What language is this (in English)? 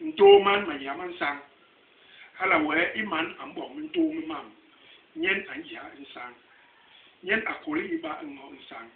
Basaa